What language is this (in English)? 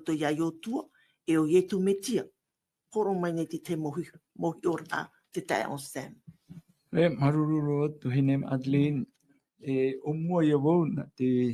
Tahitian